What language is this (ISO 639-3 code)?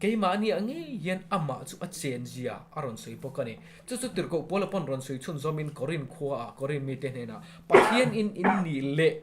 lus